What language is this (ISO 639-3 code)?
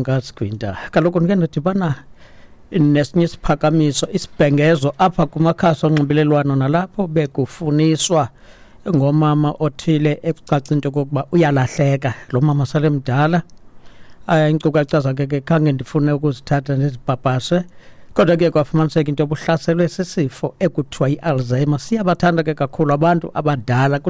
xho